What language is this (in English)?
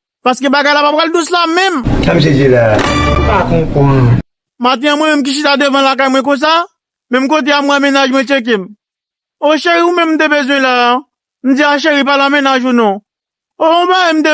Haitian Creole